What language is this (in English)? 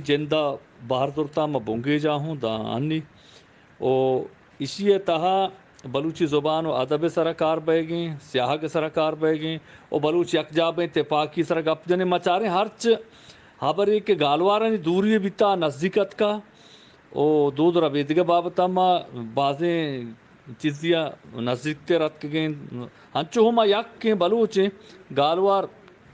Eastern Balochi